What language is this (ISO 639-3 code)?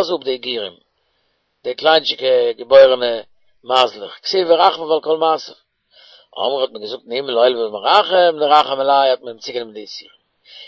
yid